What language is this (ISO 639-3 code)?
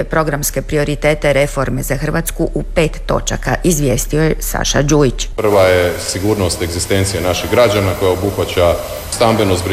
hrv